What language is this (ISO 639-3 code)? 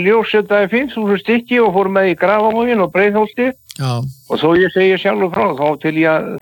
isl